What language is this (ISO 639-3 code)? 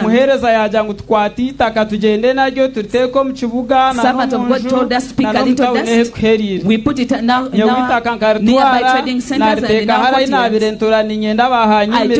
nyn